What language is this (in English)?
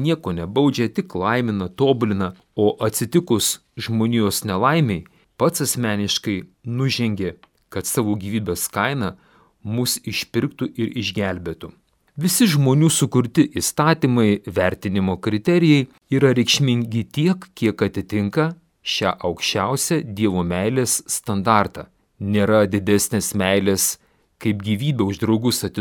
Lithuanian